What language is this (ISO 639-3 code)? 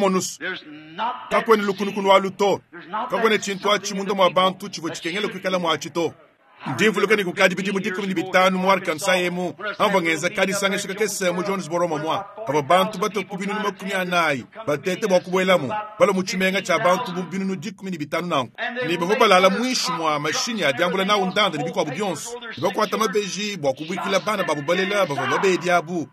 lua